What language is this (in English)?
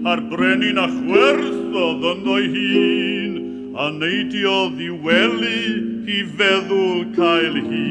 Welsh